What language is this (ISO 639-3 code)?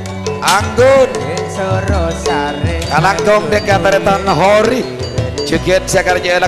mad